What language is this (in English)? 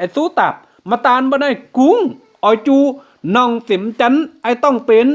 Kim Mun